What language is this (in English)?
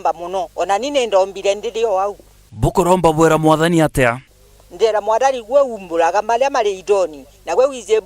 Meru